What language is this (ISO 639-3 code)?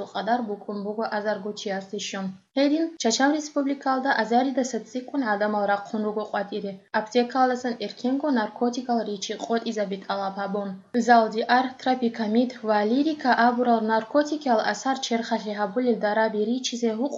ava